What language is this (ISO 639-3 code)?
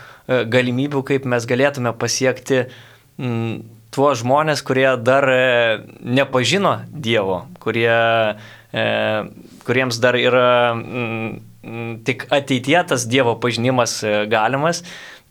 lit